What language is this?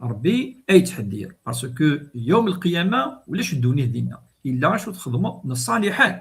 Kabyle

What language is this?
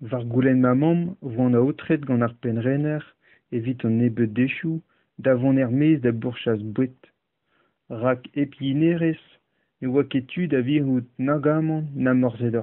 Breton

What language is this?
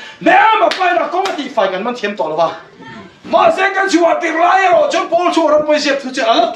Mizo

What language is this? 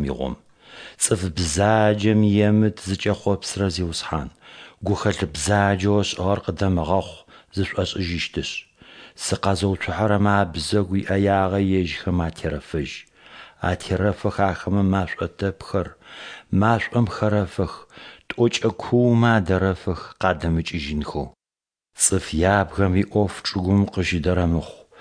Adyghe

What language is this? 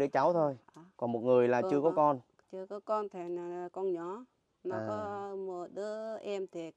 Vietnamese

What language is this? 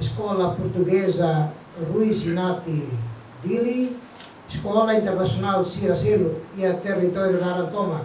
Tetum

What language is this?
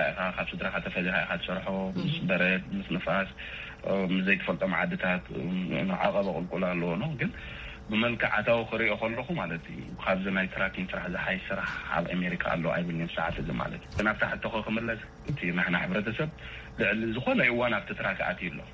Tigrinya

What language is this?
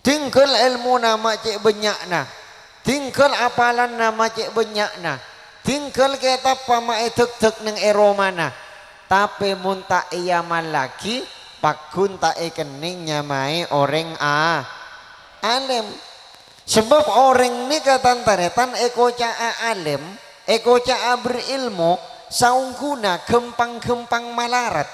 Madurese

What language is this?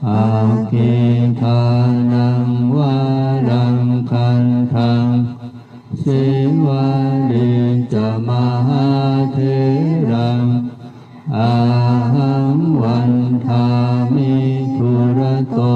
Pali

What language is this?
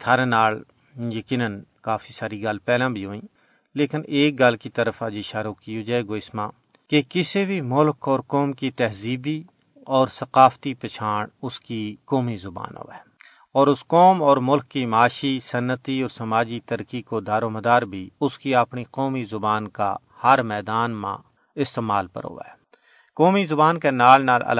Gujari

